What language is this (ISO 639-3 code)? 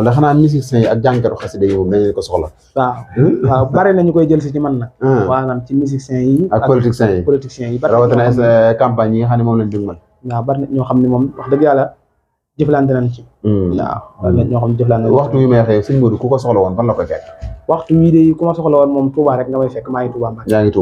wol